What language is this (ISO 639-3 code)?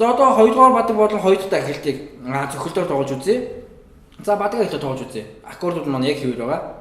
mon